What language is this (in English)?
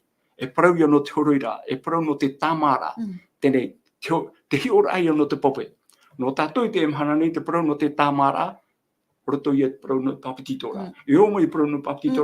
Tahitian